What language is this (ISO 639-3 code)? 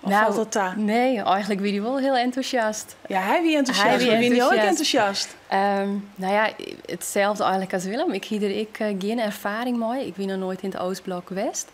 fry